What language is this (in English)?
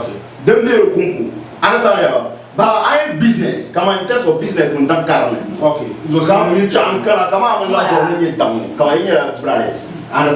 Dagbani